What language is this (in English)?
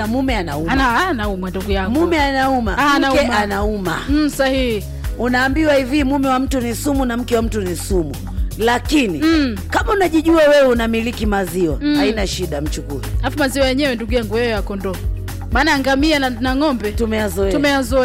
Swahili